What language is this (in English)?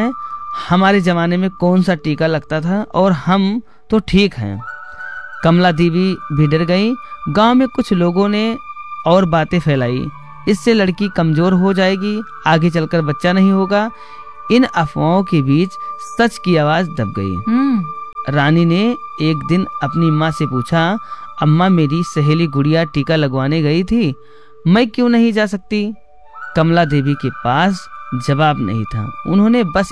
Hindi